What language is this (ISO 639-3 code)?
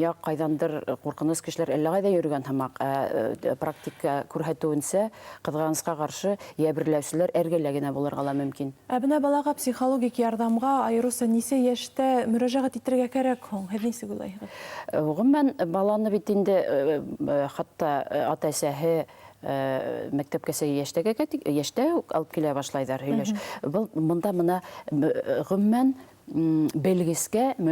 bak